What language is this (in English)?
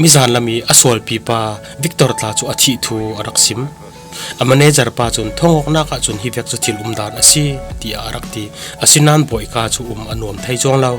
Falam Chin